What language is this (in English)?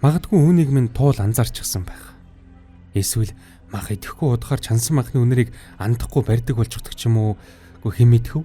Mongolian